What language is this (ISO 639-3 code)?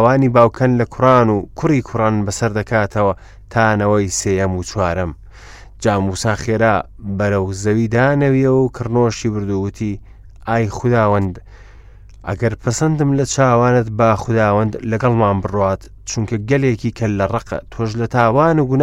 ckb